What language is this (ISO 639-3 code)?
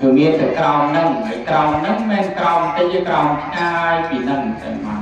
khm